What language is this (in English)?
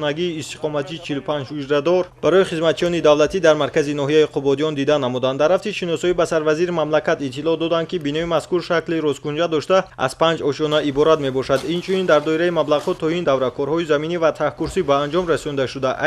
Tajik